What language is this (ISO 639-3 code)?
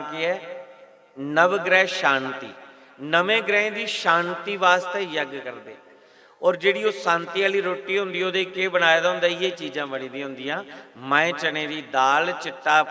doi